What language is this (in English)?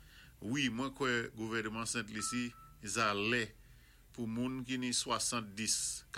Saint Lucian Creole French